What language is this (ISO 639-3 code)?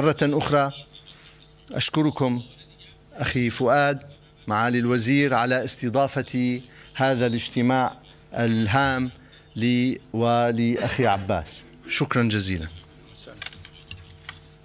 ara